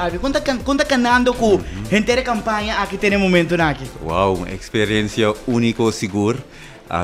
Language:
Papiamento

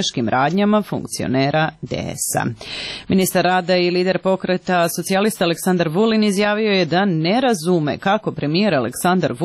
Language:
Serbian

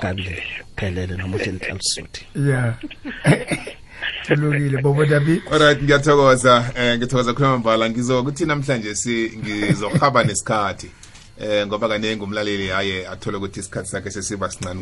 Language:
South Ndebele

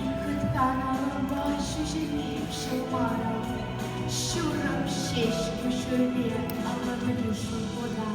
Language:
Chuvash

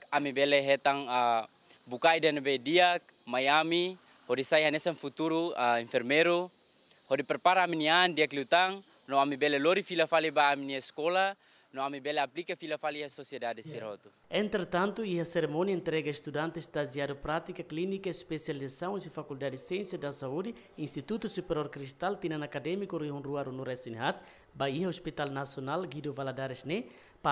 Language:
Tetum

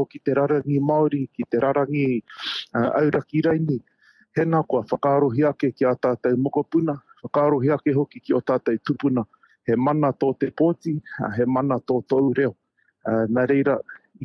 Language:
Māori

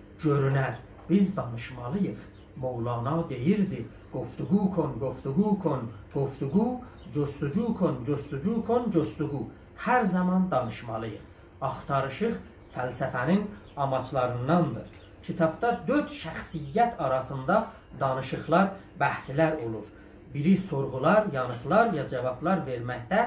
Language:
South Azerbaijani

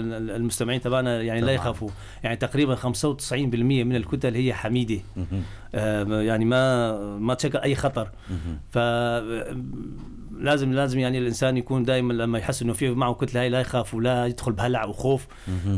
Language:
North Levantine Arabic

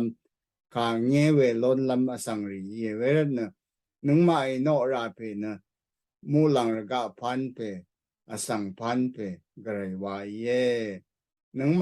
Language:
Rawang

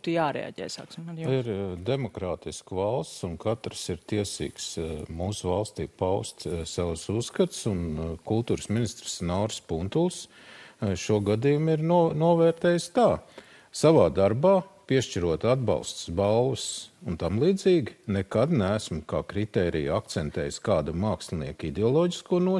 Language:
Latvian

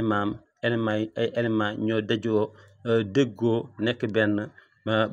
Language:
Wolof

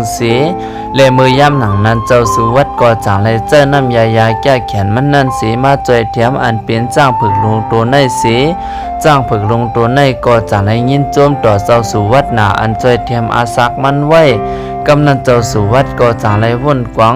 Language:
Shan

